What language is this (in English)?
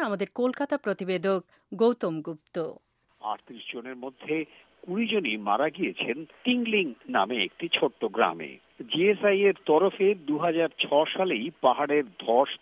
Bangla